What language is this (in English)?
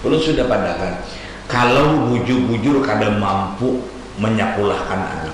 Banjar